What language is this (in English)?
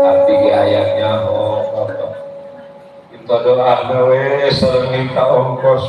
Betawi